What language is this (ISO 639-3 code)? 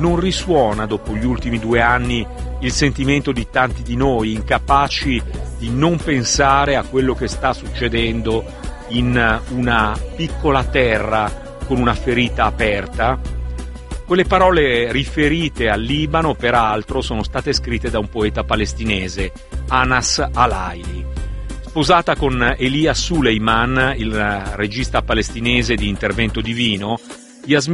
ita